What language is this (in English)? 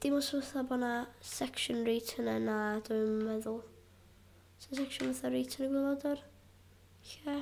Welsh